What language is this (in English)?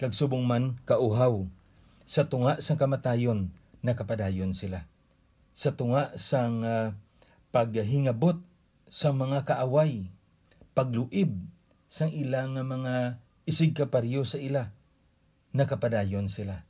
Hiligaynon